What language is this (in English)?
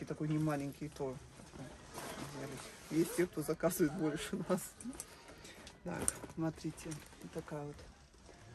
Russian